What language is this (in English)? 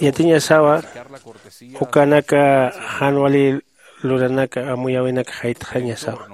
Aymara